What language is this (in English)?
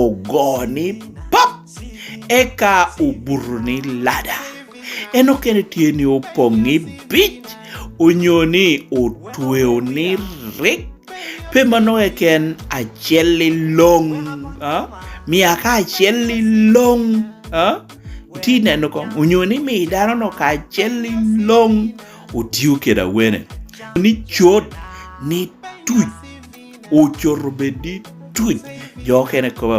Lango (Uganda)